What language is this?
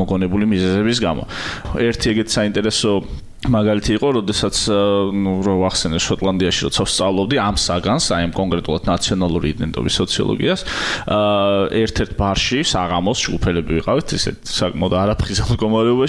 Georgian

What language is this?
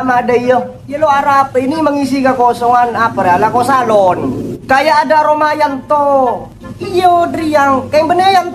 Madurese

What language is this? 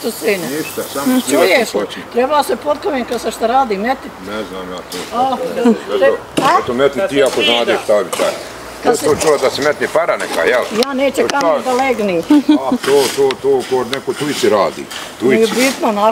Bosnian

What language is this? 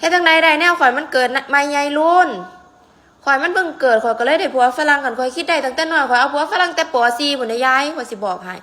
Northeastern Thai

